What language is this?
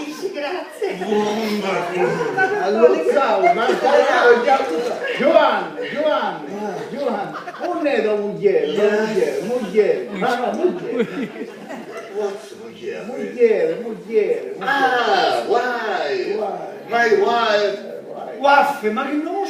Sicilian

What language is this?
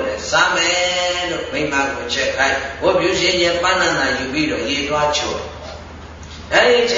Burmese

